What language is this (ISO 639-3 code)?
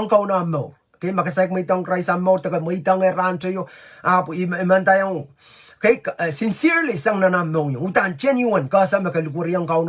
pon